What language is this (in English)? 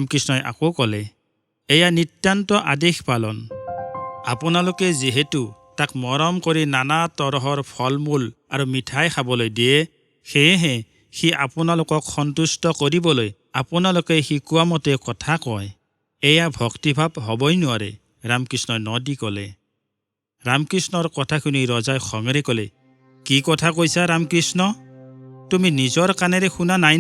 Assamese